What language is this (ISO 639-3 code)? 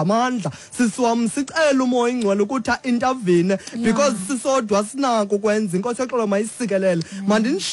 xho